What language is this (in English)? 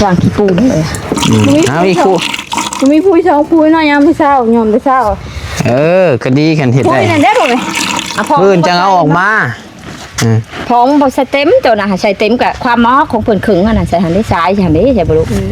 Northeastern Thai